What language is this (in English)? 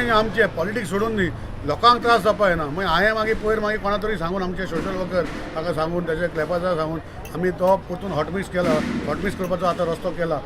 Konkani